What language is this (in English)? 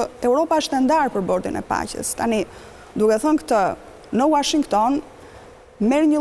Albanian